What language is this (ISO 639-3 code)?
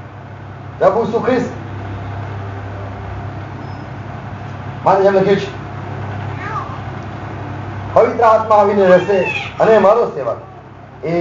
guj